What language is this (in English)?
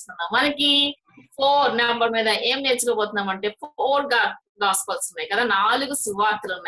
Telugu